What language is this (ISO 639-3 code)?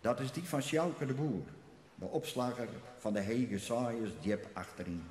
fry